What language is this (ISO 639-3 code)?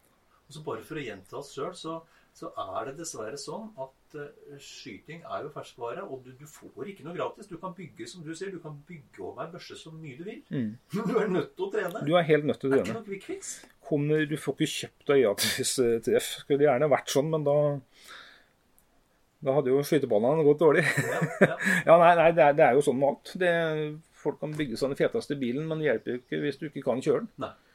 nor